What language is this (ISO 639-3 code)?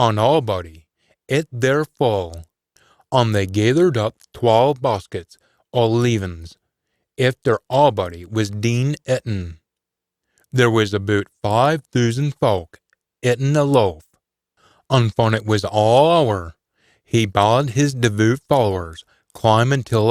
sco